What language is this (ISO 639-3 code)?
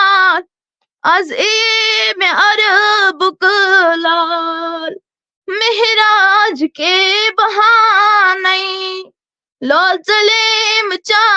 kas